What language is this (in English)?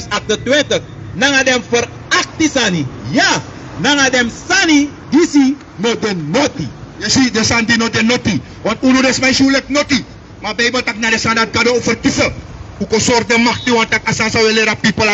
Sranan Tongo